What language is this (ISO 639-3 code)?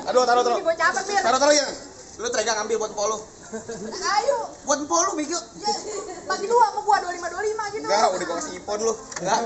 bew